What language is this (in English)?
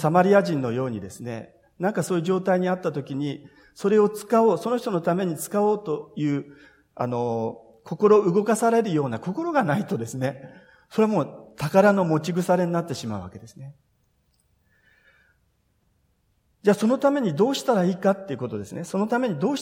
Japanese